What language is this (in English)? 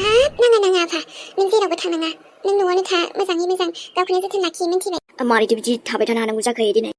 Bodo